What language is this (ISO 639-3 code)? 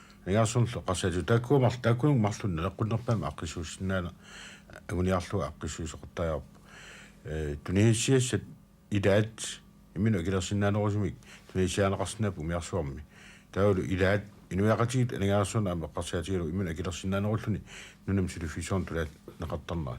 kal